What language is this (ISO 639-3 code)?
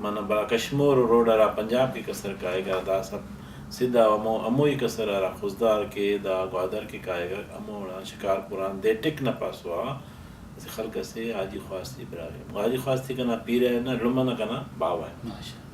brh